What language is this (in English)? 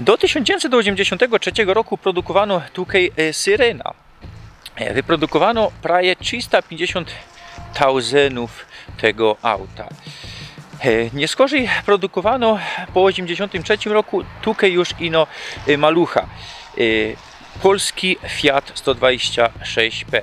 Silesian